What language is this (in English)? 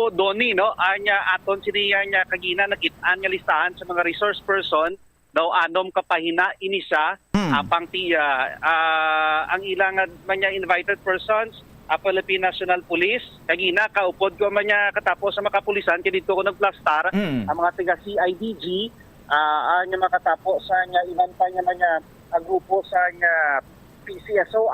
Hiligaynon